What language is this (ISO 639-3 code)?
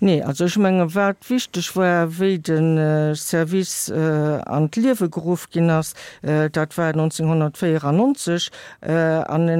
ltz